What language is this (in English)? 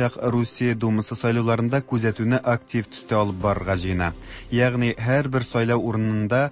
Tatar